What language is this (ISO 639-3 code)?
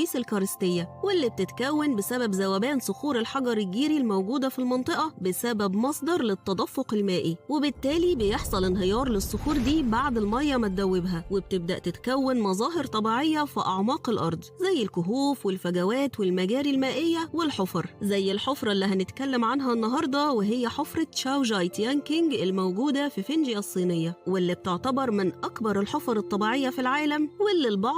arz